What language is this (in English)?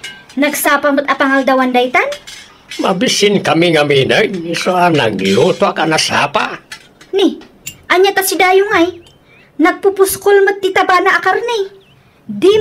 Iloko